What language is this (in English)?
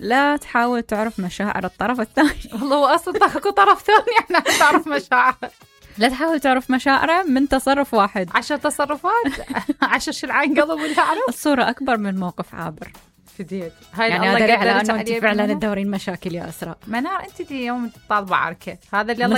Mesopotamian Arabic